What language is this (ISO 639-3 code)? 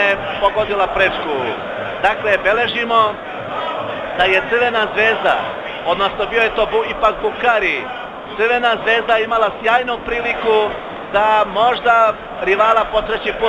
srp